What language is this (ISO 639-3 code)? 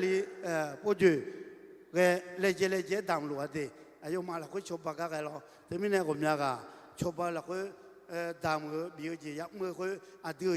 ahk